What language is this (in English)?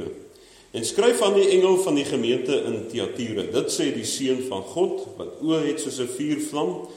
Afrikaans